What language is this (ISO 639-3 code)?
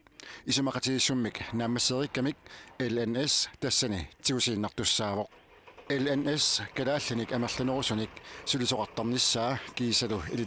kal